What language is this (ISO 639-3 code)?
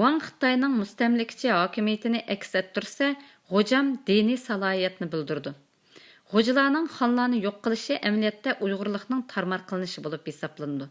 uig